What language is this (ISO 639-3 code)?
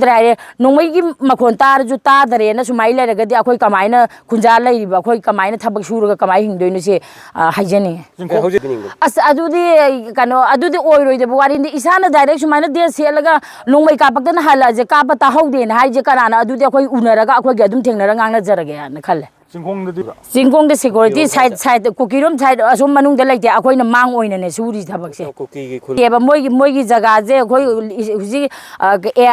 mni